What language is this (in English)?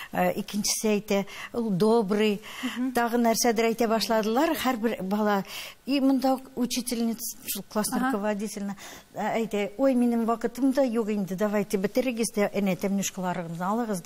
Tatar